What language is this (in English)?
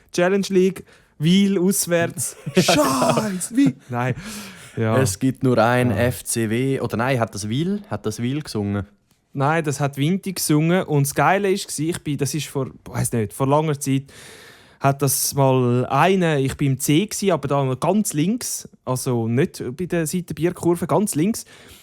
Swiss German